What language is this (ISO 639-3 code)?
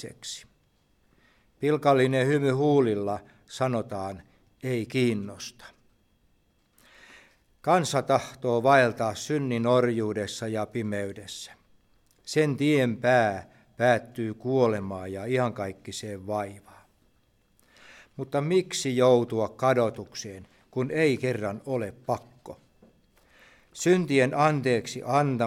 fin